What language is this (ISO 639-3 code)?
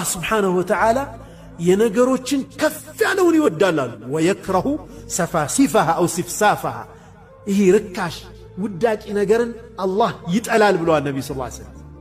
amh